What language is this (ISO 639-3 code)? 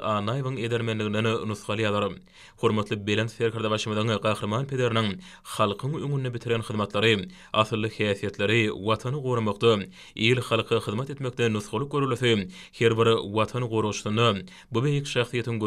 tuk